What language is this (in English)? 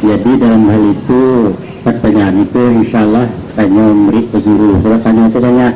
Minangkabau